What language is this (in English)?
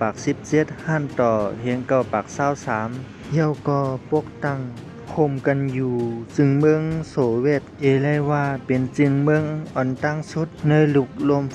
Shan